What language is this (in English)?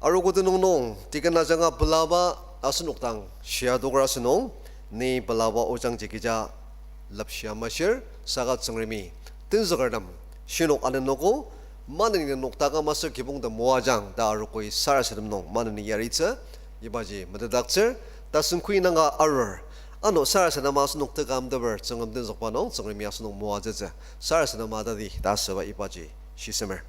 Ao Naga